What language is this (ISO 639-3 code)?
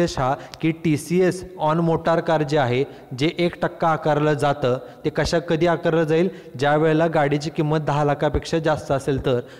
mar